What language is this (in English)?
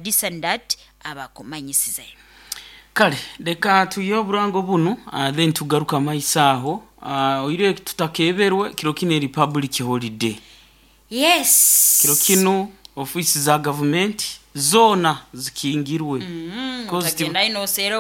Nyoro